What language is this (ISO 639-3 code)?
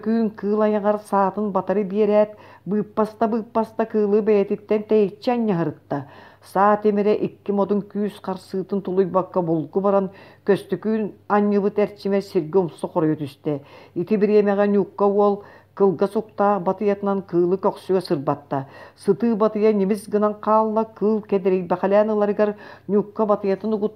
sah